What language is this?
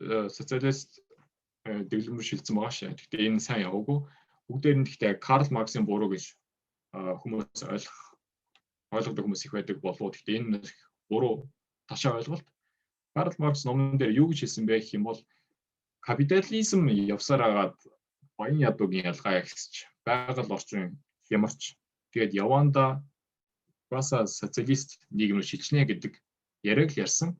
Mongolian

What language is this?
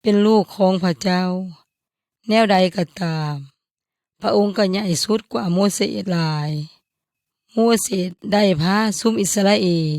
Yoy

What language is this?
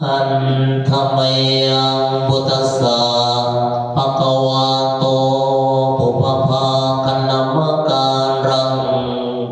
Pali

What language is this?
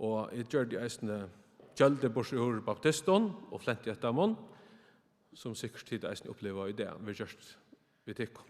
Faroese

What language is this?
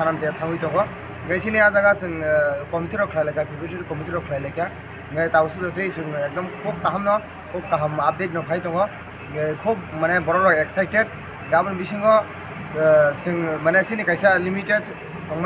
Kok Borok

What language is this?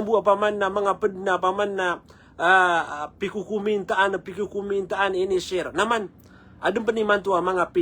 Maranao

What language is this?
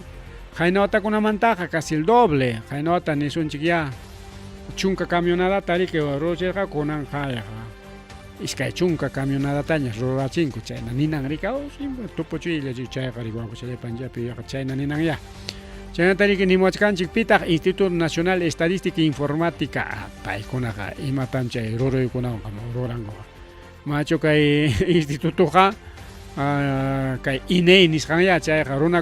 Ayacucho Quechua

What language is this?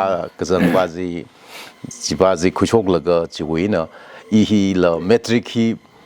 Tangkhul Naga (India)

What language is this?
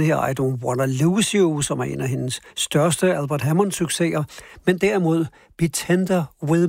Danish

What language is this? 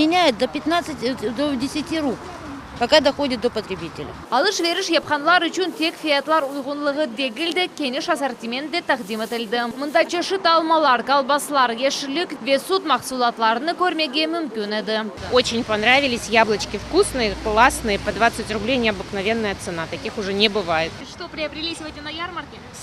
Crimean Tatar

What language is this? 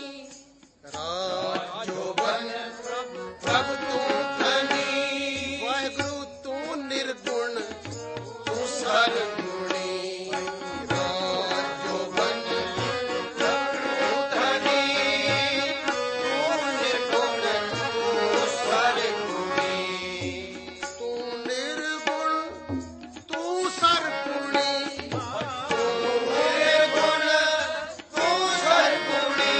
Punjabi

